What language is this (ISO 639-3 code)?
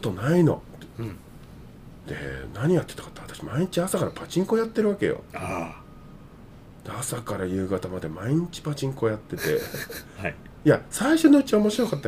jpn